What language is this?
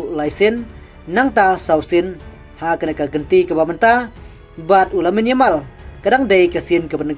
Khasi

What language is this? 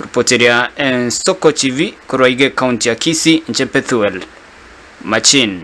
Gusii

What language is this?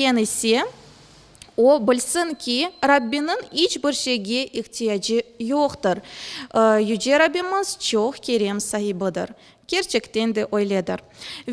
Crimean Tatar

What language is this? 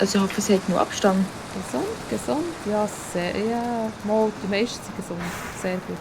Swiss German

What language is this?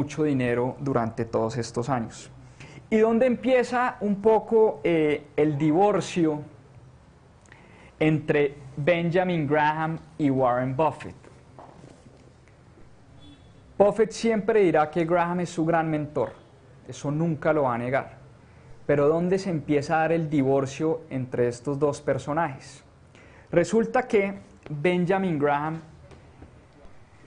Spanish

